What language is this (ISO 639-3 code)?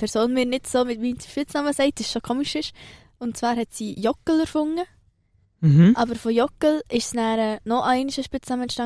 gsw